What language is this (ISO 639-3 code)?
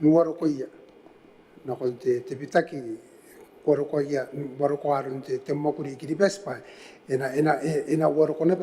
gil